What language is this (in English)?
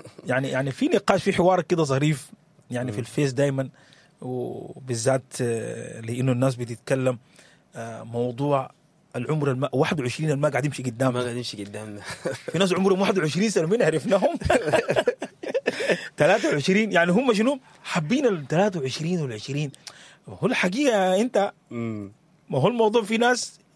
Sudanese Arabic